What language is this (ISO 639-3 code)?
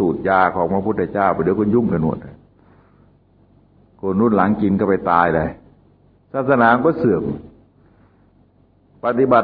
tha